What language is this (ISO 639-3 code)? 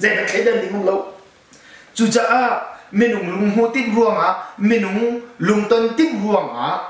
cnh